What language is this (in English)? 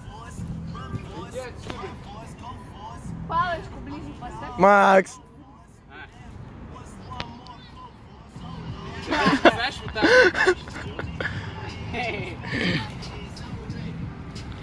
Russian